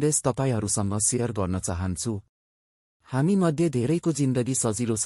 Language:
Nepali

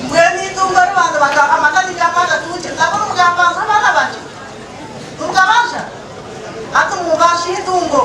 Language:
Nyankole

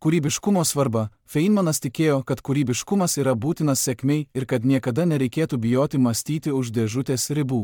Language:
Lithuanian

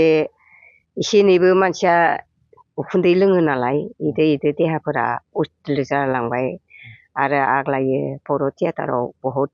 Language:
Bodo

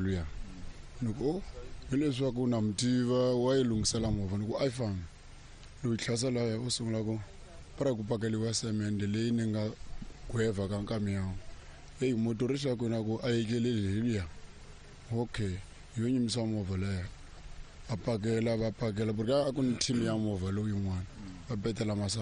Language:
Tsonga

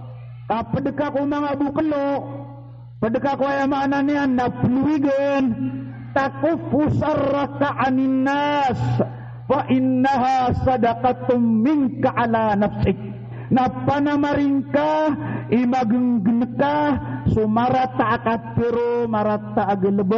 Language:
Maranao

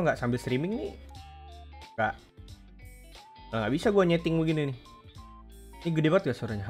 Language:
Indonesian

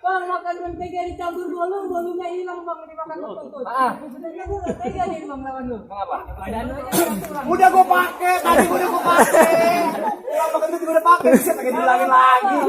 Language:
Betawi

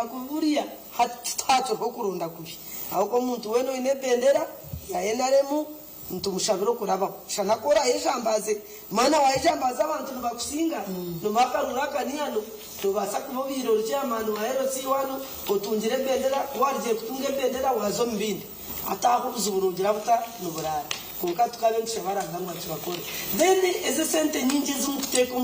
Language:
Nyankole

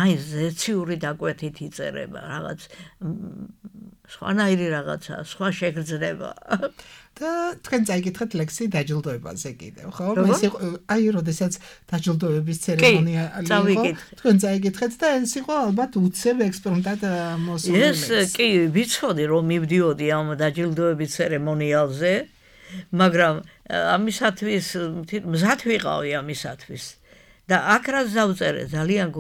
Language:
Georgian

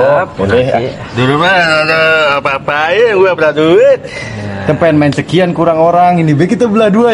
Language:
Betawi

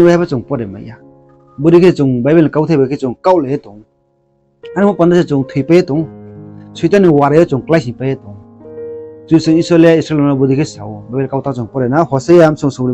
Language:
Riang (India)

